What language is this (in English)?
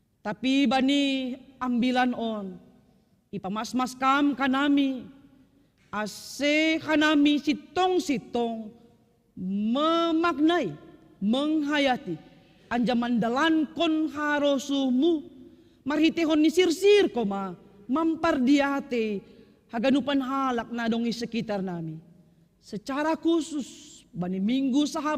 Batak Simalungun